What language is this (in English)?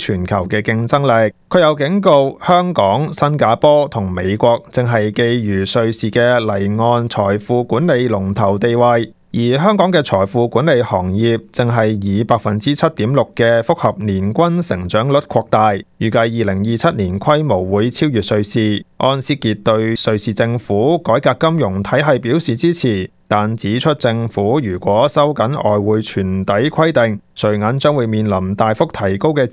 Cantonese